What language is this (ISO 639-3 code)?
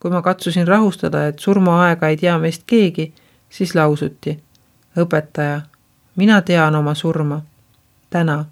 est